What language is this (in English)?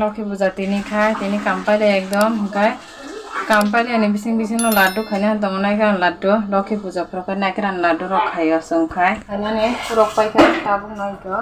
Kok Borok